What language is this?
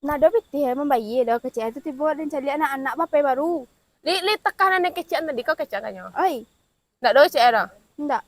Minangkabau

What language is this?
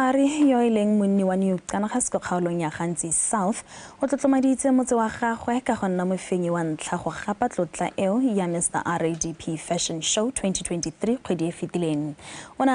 Tswana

